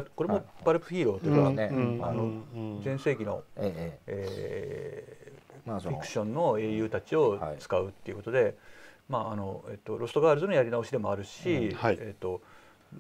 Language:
Japanese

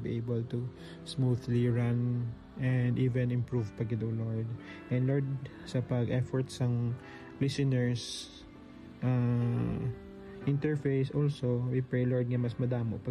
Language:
Hiligaynon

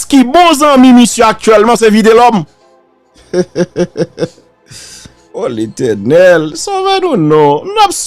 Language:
Haitian Creole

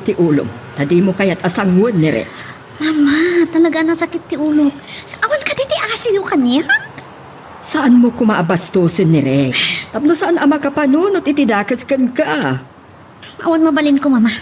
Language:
Iloko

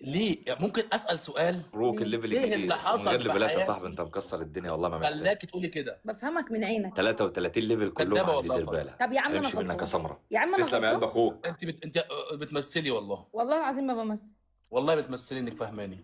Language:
Egyptian Arabic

